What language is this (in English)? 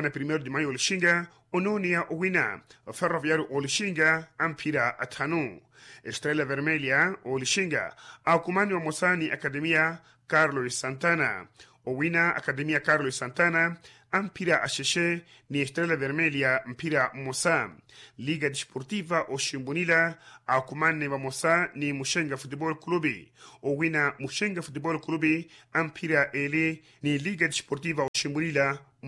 Makhuwa